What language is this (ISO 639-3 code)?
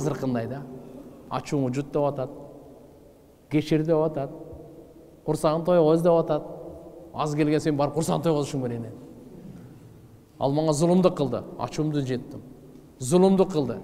kir